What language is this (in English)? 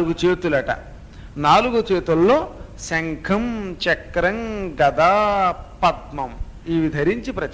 Telugu